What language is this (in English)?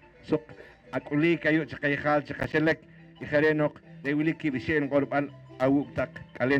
Poqomchi'